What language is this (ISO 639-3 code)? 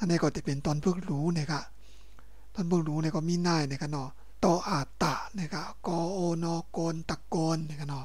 shn